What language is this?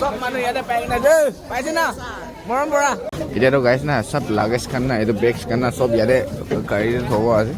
Naga Pidgin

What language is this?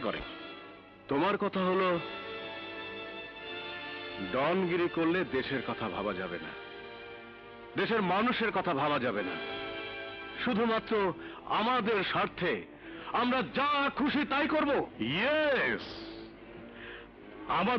Bangla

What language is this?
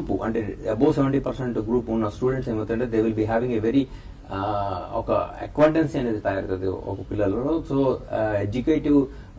Telugu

